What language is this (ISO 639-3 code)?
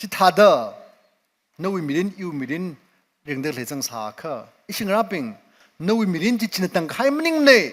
nmf